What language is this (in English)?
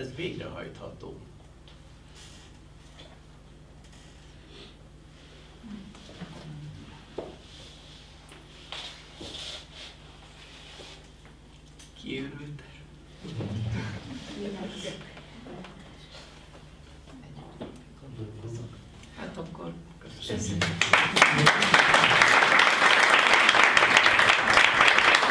Hungarian